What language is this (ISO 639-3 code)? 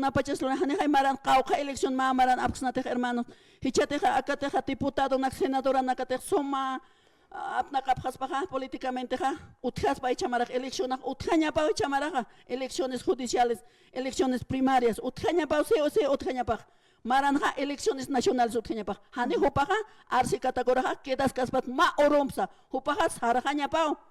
aym